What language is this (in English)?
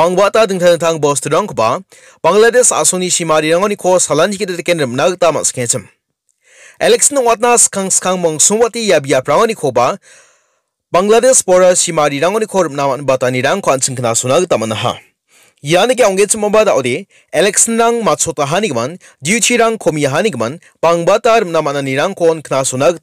Garo